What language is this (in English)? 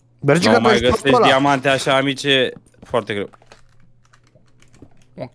Romanian